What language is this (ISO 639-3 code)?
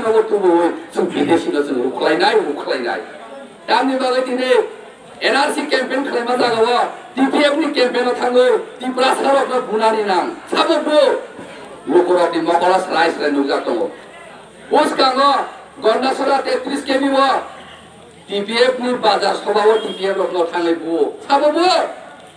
trp